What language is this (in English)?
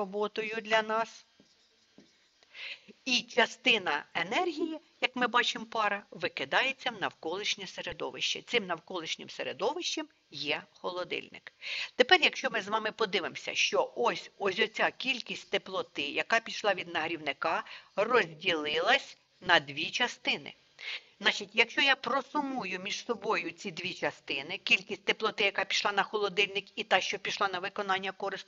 Ukrainian